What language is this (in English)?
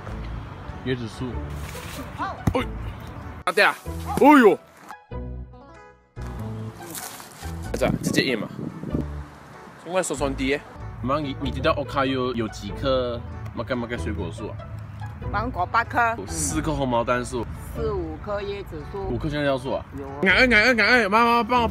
Chinese